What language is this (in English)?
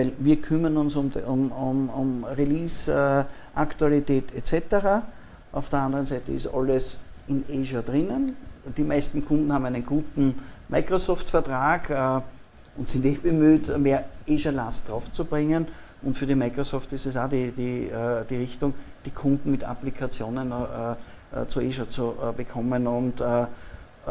German